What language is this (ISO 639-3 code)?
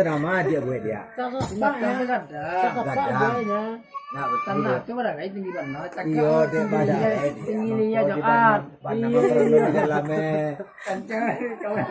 min